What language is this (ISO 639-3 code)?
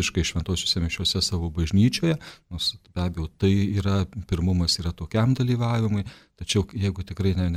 lit